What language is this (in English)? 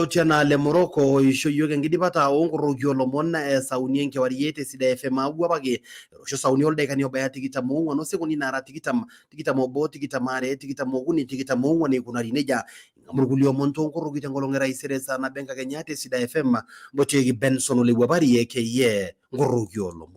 Masai